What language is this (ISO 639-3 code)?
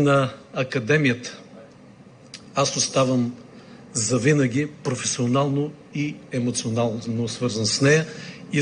bul